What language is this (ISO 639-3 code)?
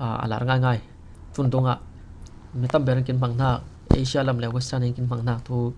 cfm